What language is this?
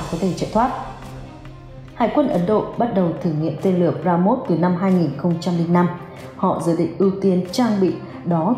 Vietnamese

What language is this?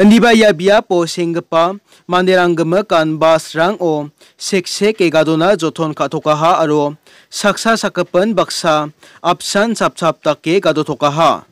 Garo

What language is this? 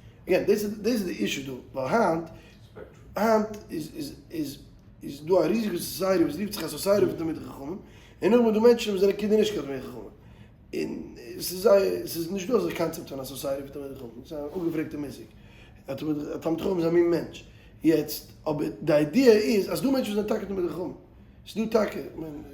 Yiddish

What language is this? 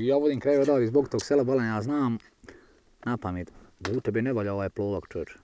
Bosnian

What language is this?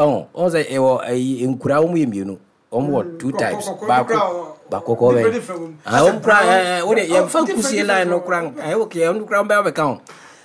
Akan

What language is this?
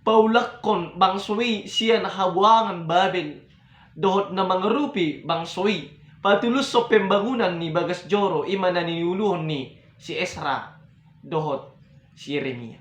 Batak Toba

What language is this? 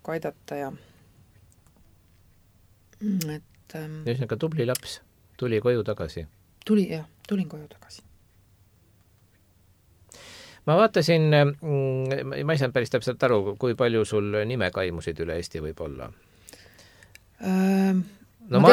Estonian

